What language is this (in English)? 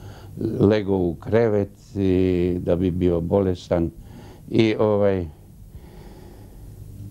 Croatian